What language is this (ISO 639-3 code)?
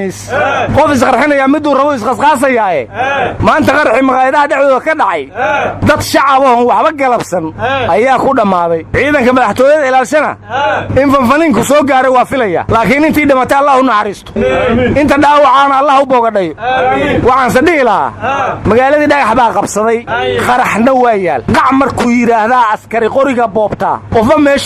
som